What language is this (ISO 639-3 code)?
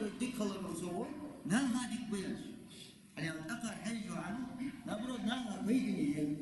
inh